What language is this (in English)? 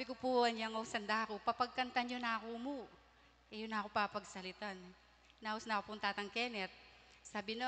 Pampanga